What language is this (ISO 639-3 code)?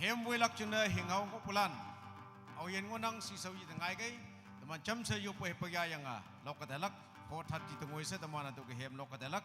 nag